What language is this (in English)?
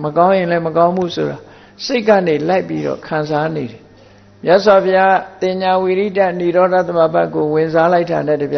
Burmese